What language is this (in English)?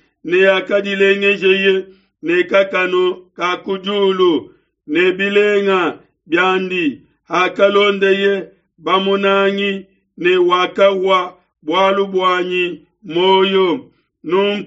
Luba-Lulua